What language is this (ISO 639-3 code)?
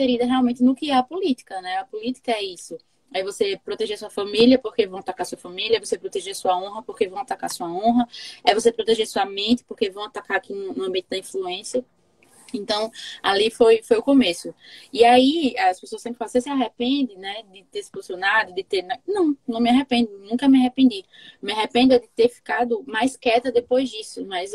por